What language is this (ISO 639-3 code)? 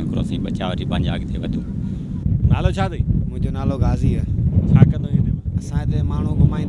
snd